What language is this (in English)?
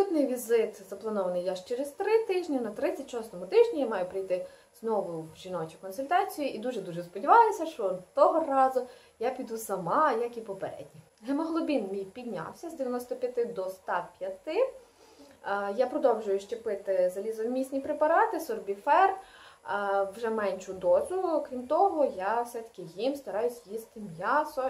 Ukrainian